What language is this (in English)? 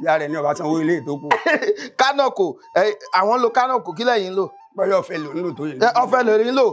Yoruba